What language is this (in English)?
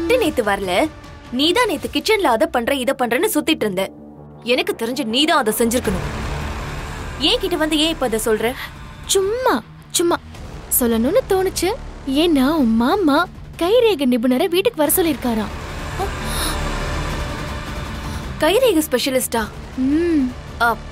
Tamil